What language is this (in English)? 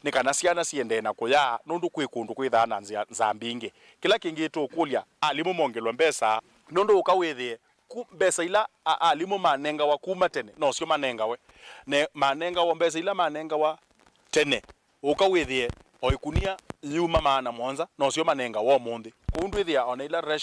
Kamba